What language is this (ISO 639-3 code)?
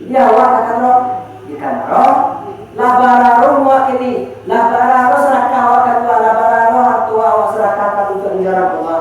min